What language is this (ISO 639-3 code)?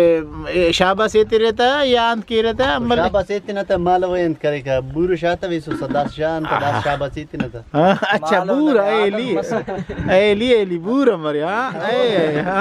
brh